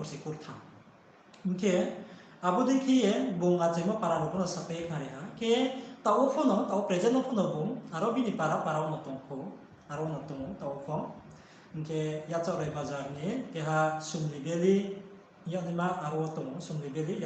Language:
Riang (India)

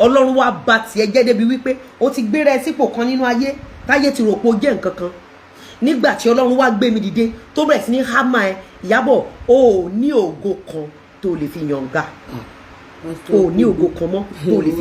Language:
Yoruba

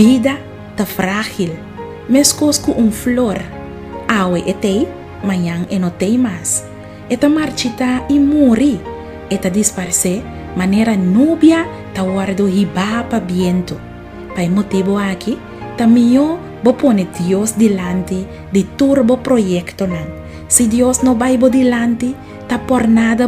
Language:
Papiamento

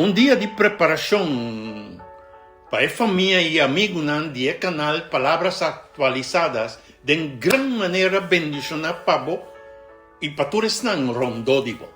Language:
Papiamento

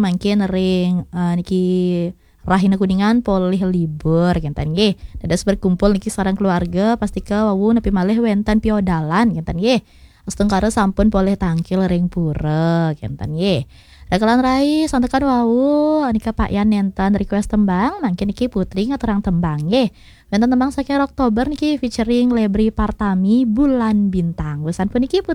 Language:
Balinese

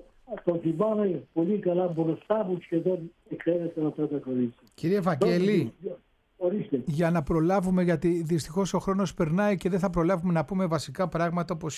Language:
Greek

